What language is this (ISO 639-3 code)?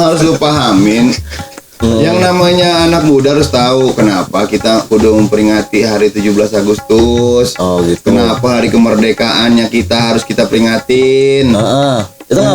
bew